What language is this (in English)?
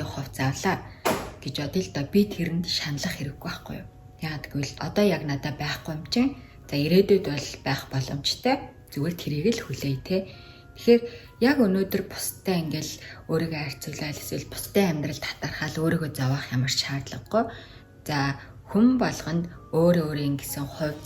Mongolian